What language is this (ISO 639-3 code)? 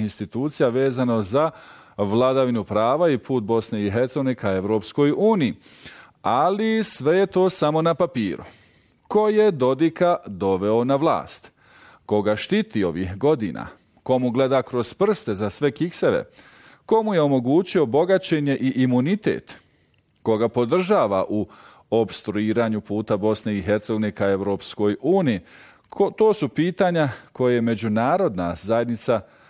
bos